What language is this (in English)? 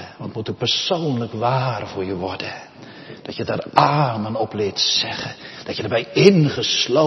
Dutch